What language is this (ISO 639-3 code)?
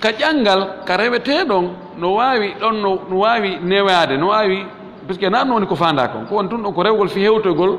ful